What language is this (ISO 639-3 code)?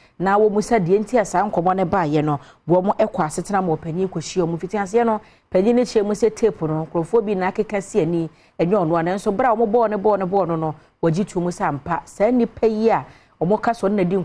aka